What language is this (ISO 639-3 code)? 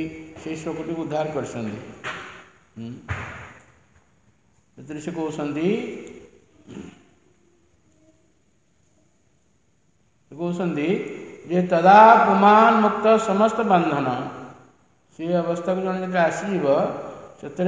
ori